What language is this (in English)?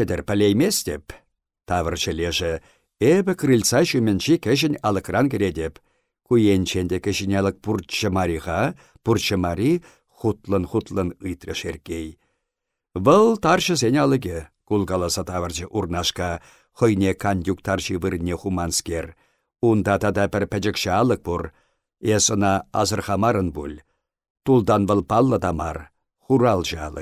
Chuvash